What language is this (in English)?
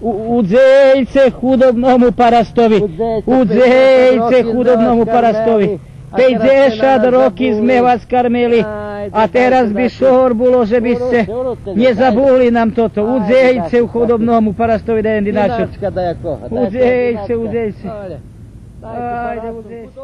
Rusyn